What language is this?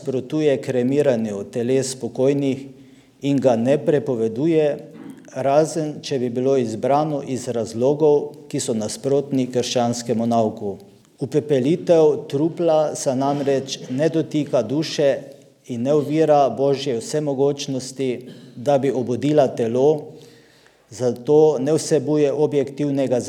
Slovenian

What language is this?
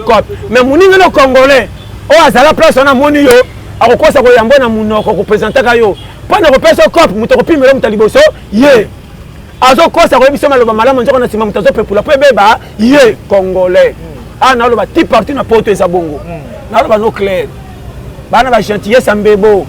Lingala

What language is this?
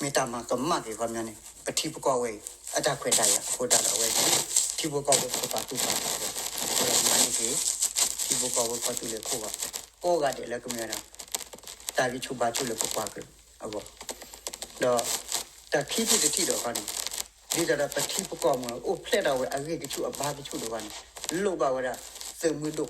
S'gaw Karen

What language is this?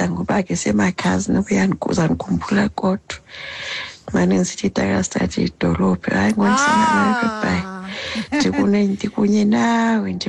Xhosa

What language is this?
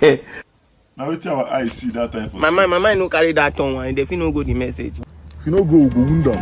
Nigerian Pidgin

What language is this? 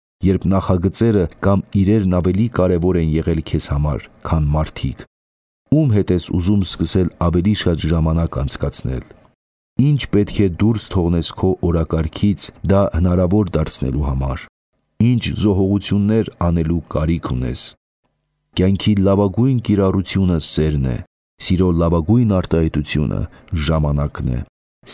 Armenian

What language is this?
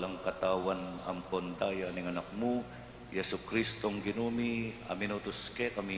Pampanga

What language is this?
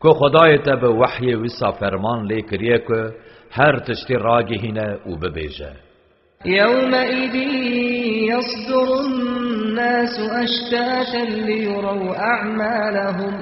Kurdish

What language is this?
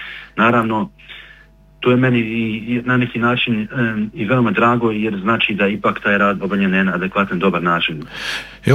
Bosnian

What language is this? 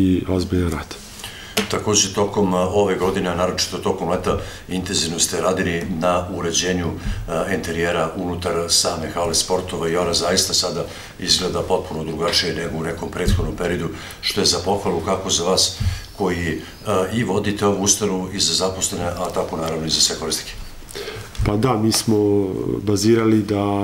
Serbian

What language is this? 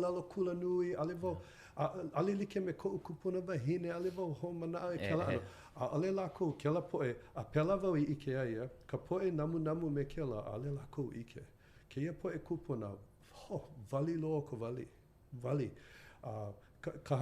Hawaiian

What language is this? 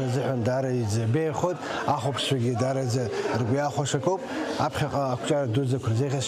Abkhazian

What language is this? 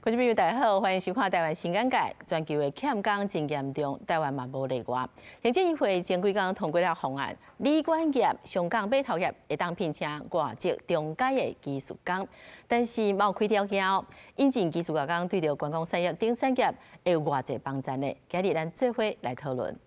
Min Nan Chinese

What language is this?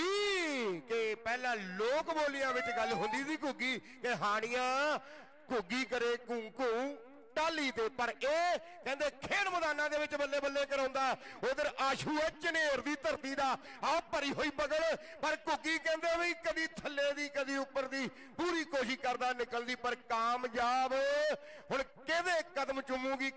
Punjabi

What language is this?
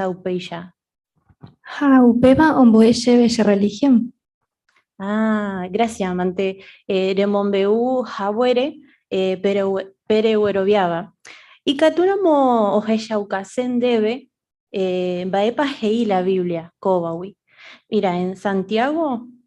Guarani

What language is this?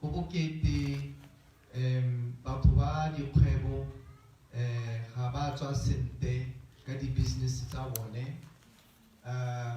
Tswana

